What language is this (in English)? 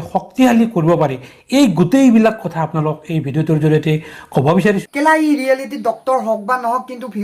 Assamese